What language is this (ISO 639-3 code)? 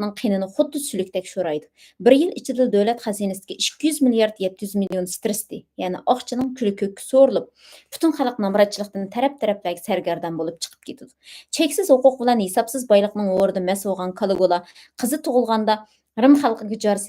uig